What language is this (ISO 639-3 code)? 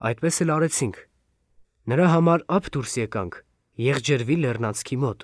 hye